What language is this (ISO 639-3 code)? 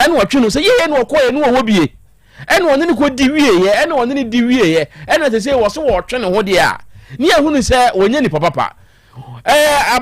aka